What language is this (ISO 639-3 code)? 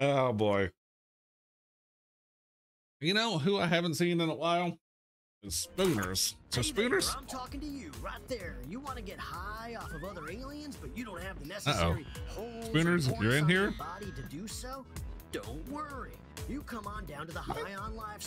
eng